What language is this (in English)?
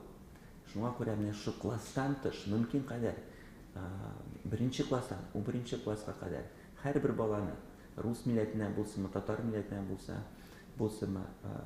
Tatar